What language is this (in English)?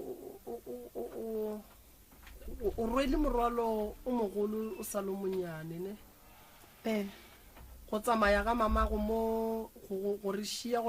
Northern Sotho